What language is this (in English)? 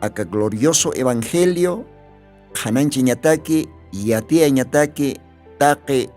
Aymara